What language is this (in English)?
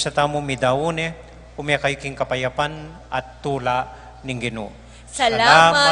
Pampanga